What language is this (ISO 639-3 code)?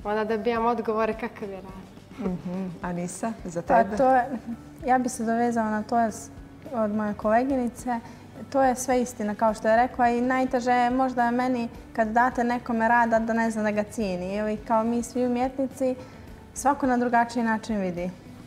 bos